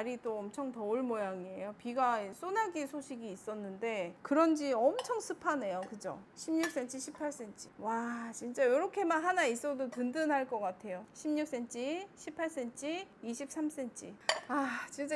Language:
Korean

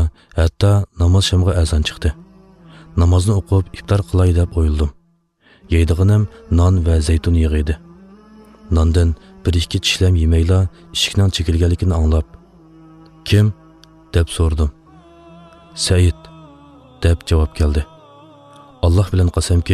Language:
Uyghur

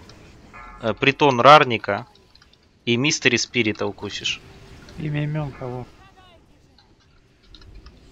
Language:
Russian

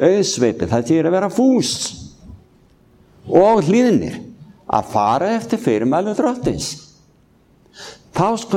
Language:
Icelandic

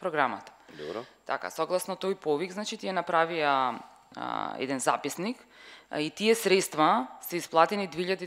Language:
Macedonian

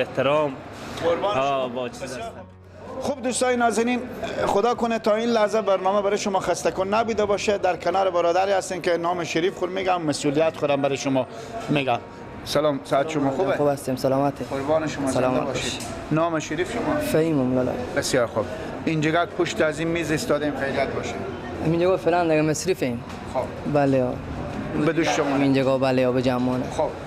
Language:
Persian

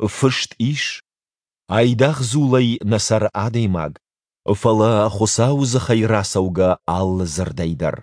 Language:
Ossetic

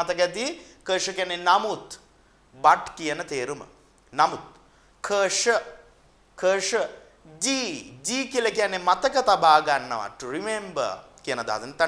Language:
Sinhala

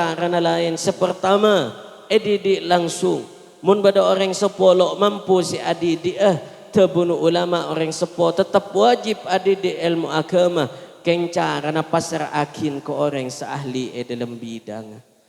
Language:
Madurese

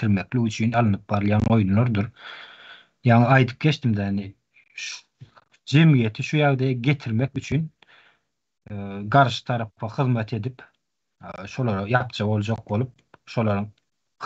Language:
Turkmen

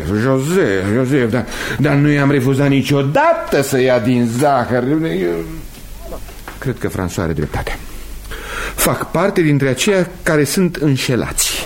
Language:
Romanian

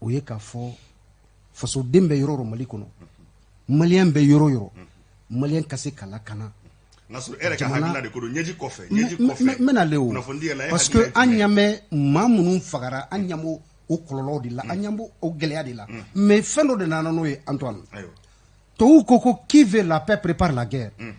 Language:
Bambara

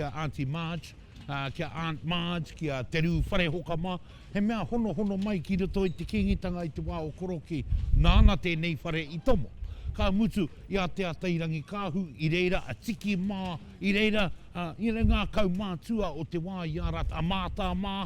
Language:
Māori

